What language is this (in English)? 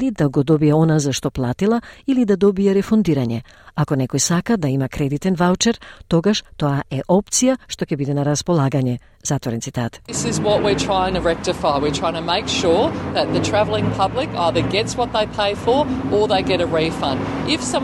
Macedonian